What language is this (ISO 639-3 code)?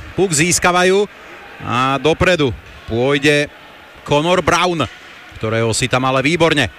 slk